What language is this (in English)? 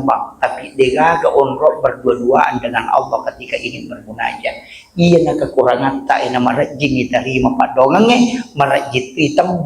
Buginese